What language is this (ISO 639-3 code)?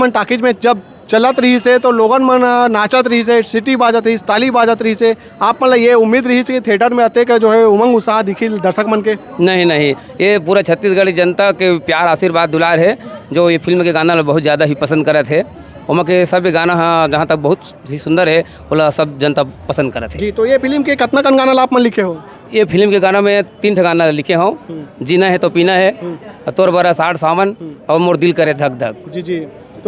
hne